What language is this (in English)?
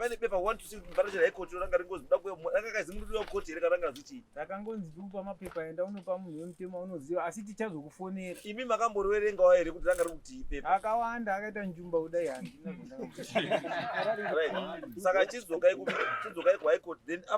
Shona